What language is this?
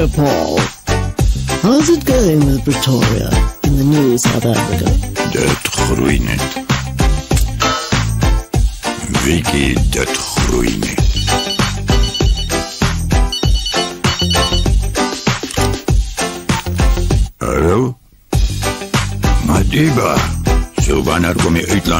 Afrikaans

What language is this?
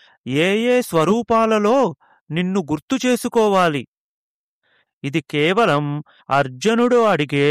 Telugu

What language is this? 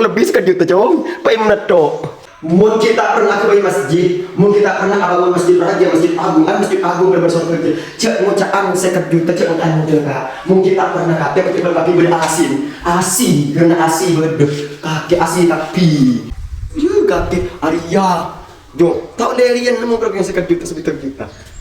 Madurese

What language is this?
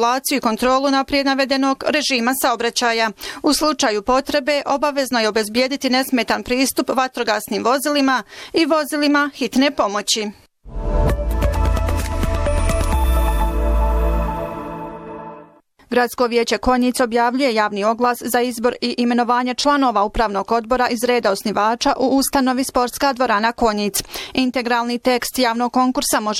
Bosnian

